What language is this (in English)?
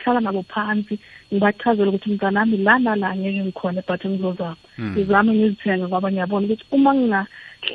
South Ndebele